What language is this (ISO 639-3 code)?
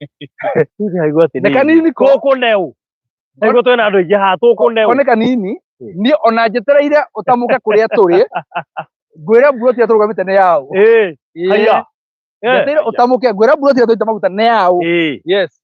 kik